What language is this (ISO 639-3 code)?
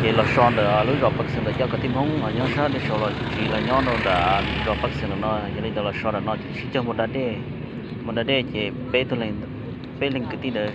hmn